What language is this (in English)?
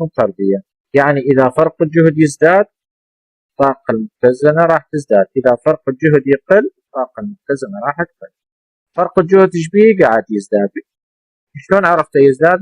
Mesopotamian Arabic